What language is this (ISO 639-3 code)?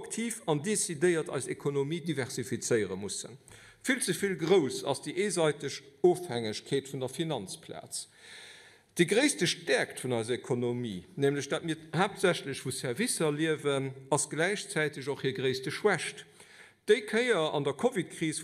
ltz